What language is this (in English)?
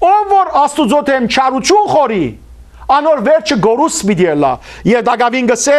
Western Armenian